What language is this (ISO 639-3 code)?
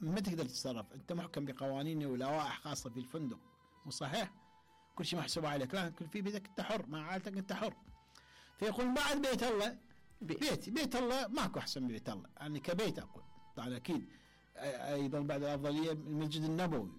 acm